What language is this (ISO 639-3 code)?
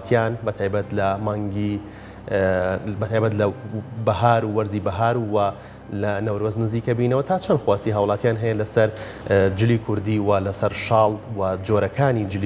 ckb